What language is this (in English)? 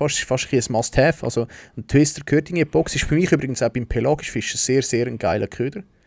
Swiss German